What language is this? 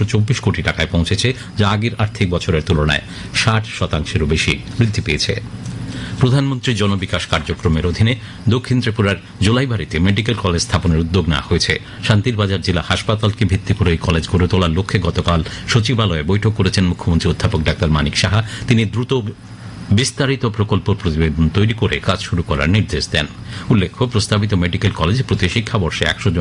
Bangla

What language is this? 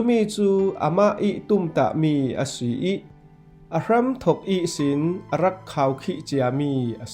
Falam Chin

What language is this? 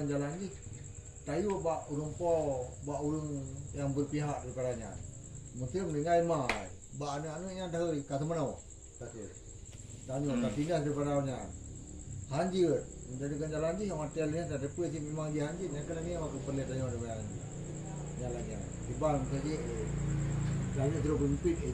Achinese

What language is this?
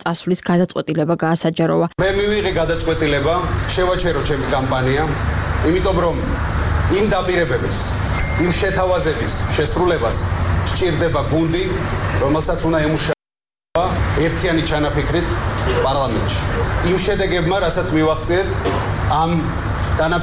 Georgian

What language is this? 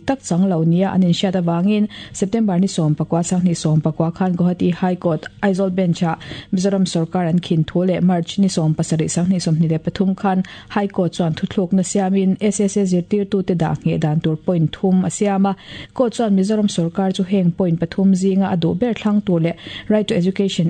Mizo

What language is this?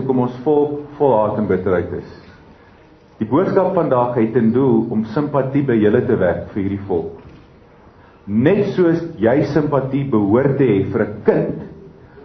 Afrikaans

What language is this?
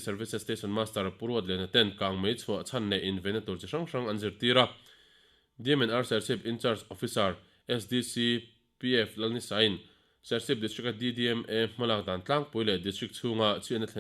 Mizo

